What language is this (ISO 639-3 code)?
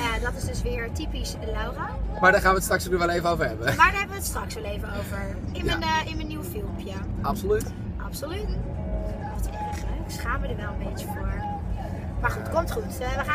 nld